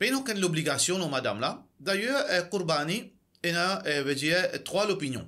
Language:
Morisyen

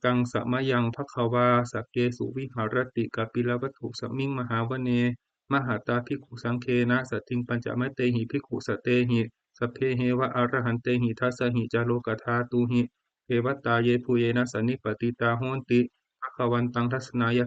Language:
Pali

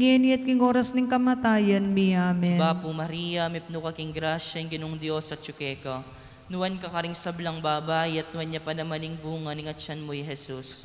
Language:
Pampanga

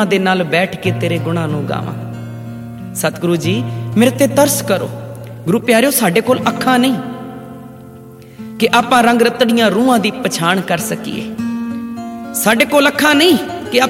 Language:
Punjabi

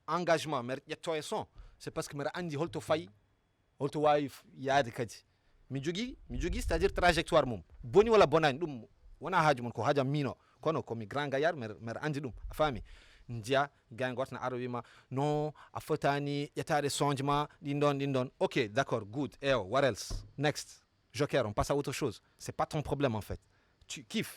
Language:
Fula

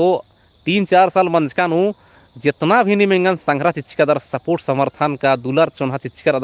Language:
Kurukh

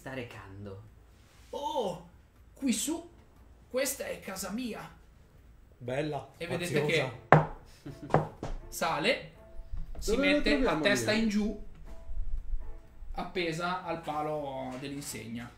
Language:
Italian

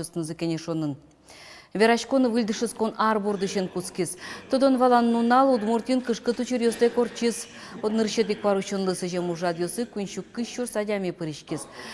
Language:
Udmurt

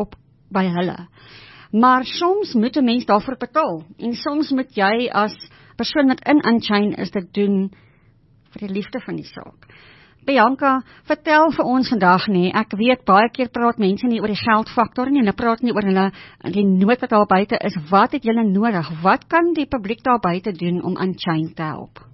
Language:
Afrikaans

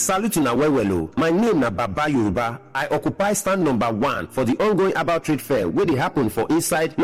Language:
Nigerian Pidgin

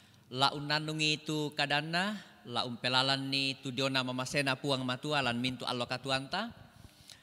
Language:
Toraja-Sa'dan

